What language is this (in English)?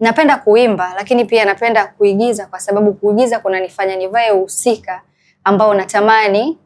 Swahili